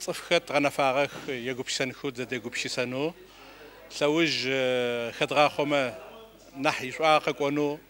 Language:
Adyghe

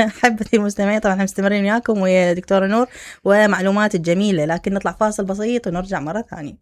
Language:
Mesopotamian Arabic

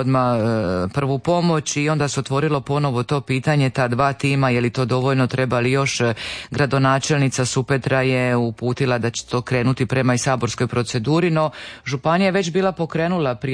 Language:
Croatian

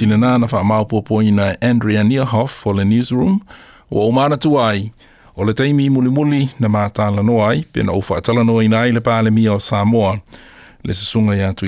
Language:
Samoan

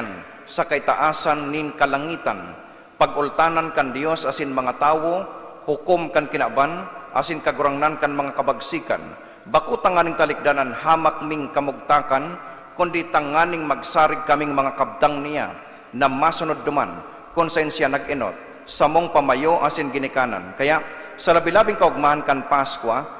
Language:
Bikol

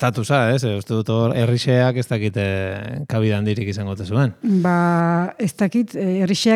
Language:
Basque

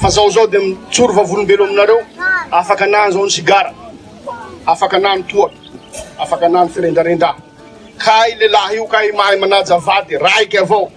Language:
Malagasy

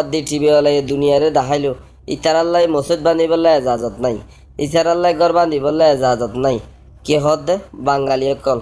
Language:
Rohingya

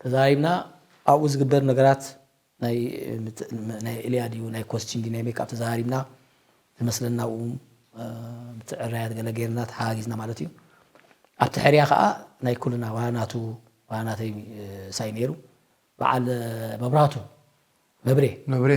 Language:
Tigrinya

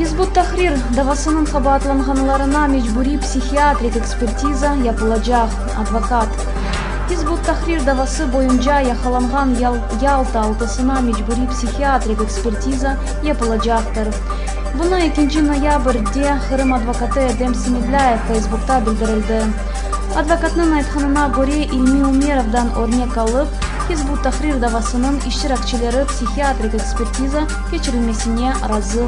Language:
Crimean Tatar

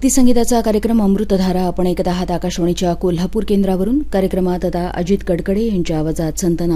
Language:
Marathi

